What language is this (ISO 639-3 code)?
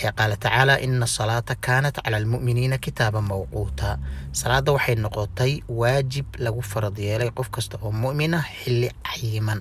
som